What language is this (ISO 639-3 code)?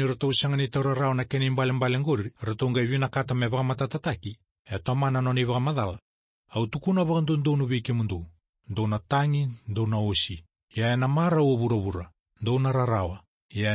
fij